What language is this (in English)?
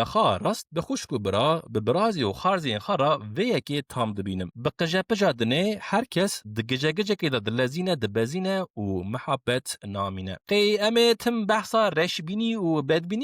Kurdish